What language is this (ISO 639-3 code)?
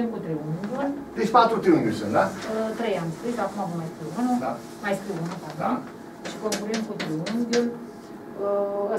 ron